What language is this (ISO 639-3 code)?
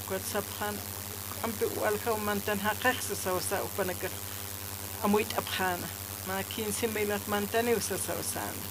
aym